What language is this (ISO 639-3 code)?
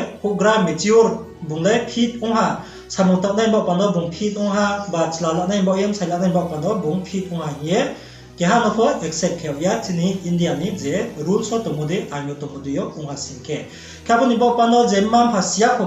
ria